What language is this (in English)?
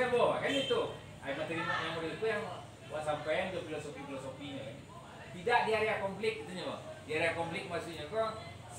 Minangkabau